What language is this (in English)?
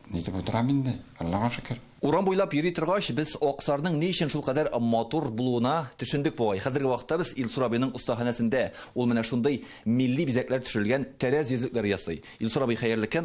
Tatar